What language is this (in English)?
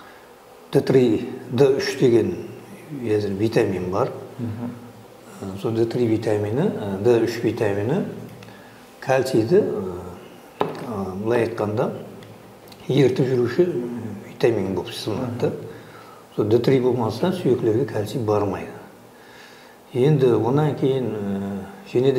Kara-Kalpak